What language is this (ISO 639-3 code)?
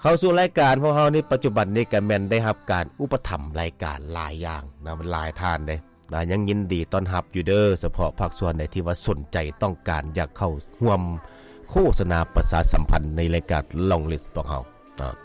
lao